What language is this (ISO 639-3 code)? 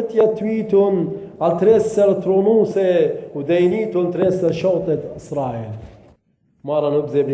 aii